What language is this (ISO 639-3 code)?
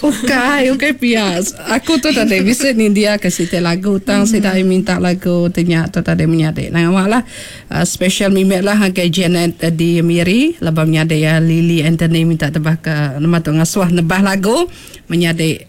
iba